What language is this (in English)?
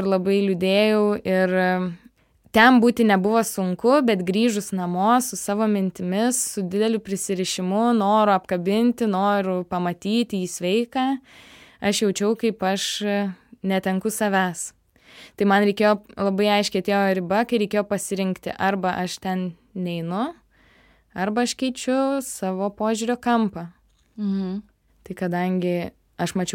Lithuanian